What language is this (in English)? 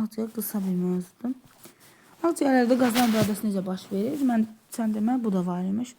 Azerbaijani